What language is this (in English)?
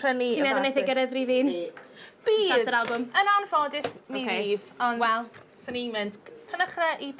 Welsh